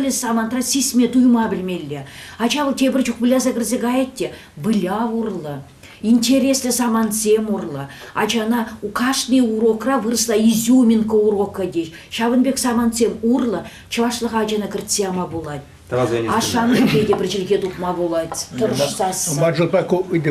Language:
Chuvash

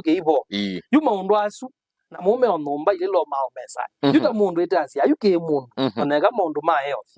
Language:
Kamba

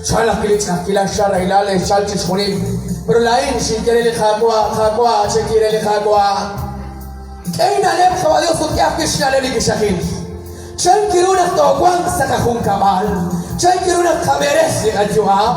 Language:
Kekchí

